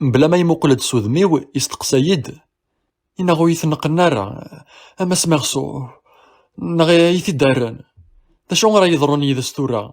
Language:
Kabyle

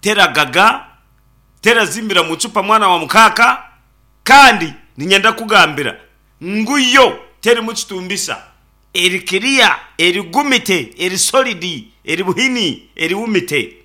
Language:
Nyankole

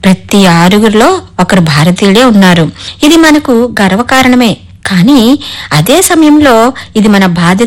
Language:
Telugu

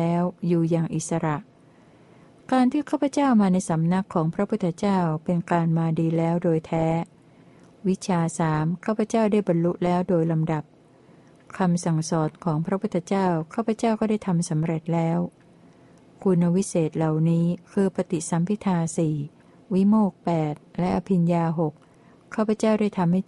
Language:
Thai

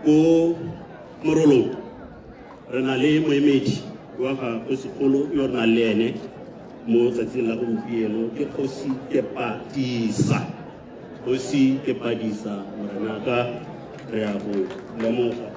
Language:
Tswana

